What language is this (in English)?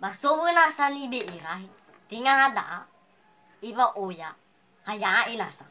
Nias